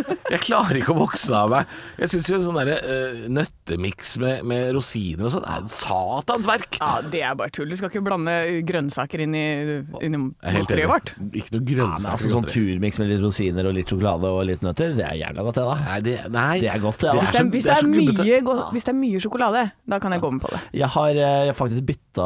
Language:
Norwegian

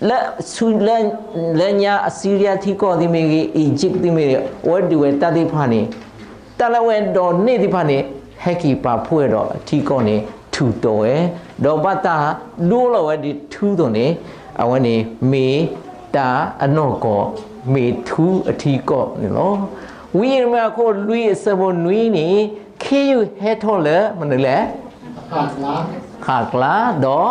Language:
S'gaw Karen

